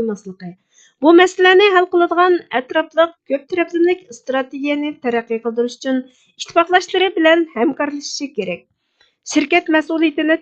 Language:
Uyghur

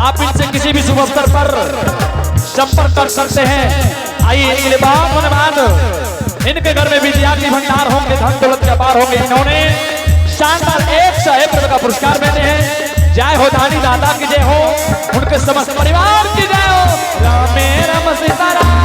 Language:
Angika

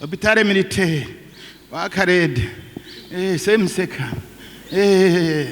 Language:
Rundi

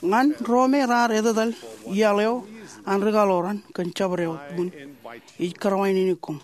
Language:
Marshallese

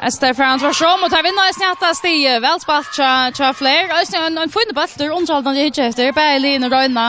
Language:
Faroese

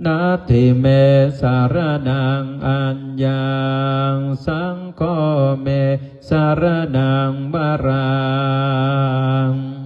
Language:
Pali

